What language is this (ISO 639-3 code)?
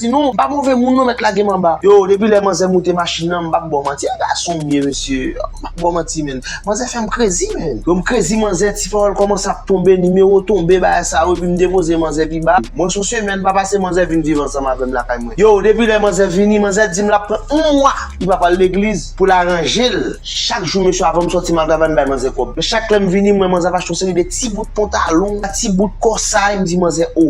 hat